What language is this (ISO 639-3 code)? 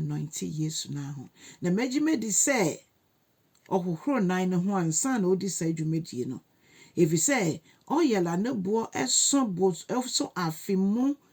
aka